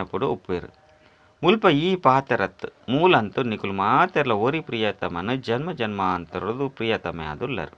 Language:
Tulu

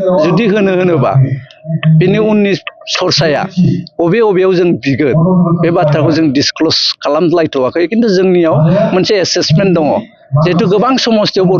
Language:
Bodo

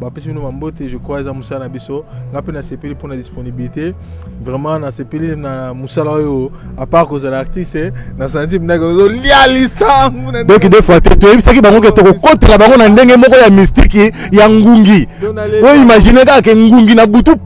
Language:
Lingala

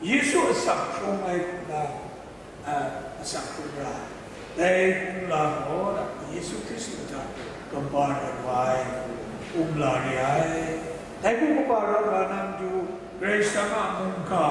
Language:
Kachin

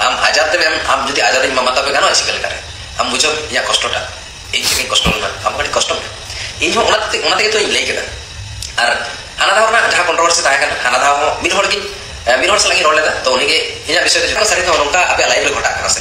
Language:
Santali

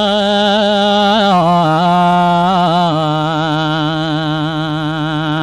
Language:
Balinese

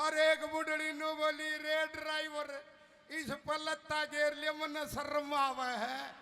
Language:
Haryanvi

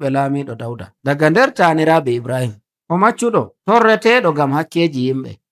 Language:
Nigerian Fulfulde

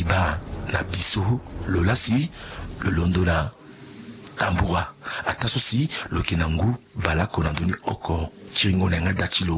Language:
Sango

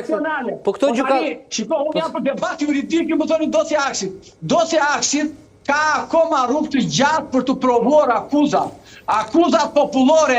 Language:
Albanian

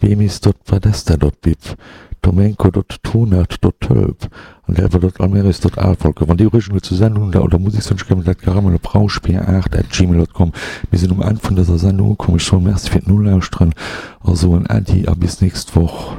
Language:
Luxembourgish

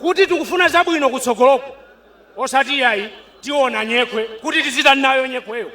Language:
Nyanja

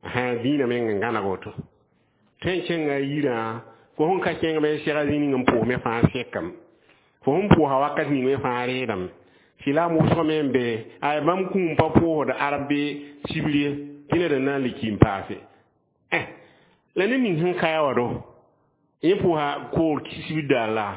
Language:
Mossi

